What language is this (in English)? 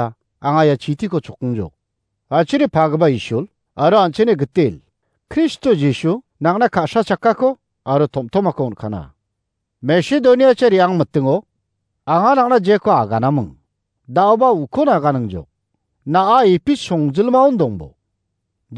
Garo